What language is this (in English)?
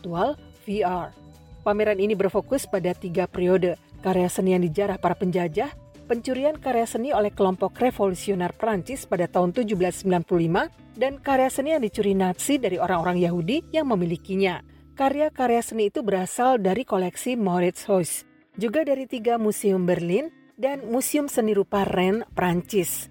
Indonesian